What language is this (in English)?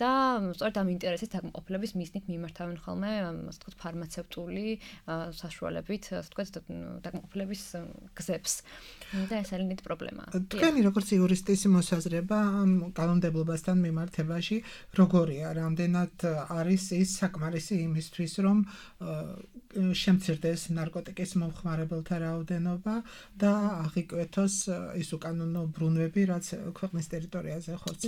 Georgian